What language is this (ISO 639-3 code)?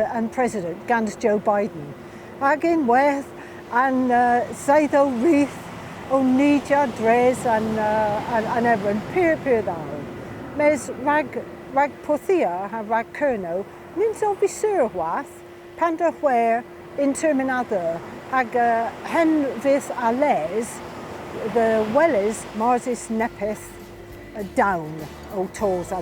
cor